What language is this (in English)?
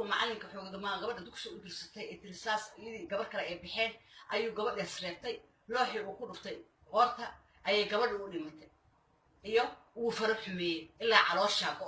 Somali